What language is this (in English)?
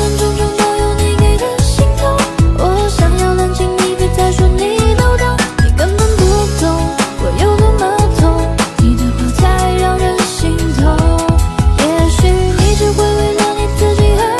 Chinese